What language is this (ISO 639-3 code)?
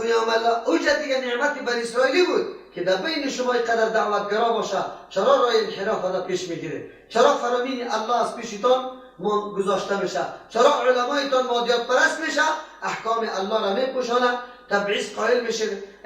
fas